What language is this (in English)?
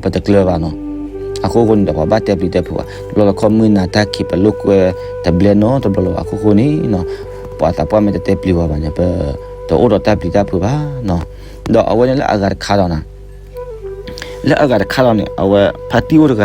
S'gaw Karen